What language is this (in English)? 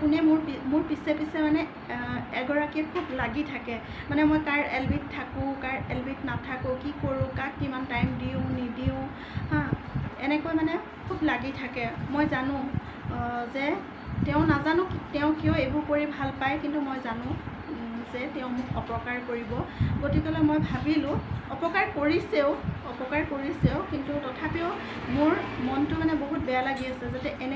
Assamese